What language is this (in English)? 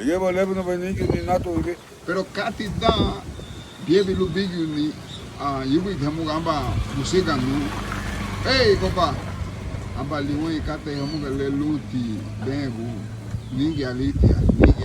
Garifuna